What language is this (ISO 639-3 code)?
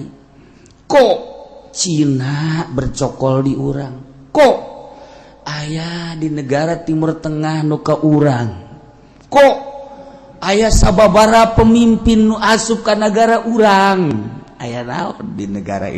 sun